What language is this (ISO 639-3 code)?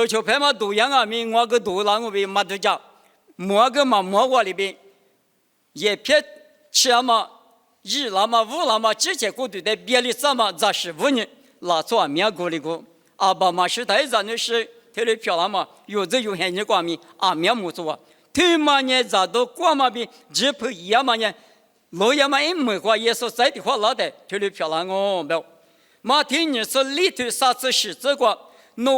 lis